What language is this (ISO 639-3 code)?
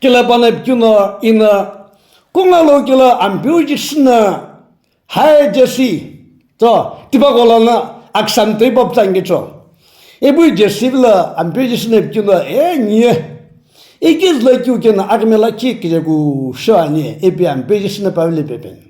nsm